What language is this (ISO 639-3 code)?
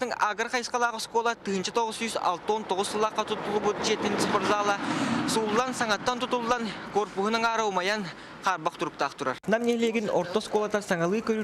sah